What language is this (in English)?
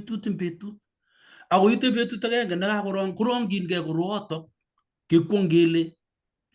Kalenjin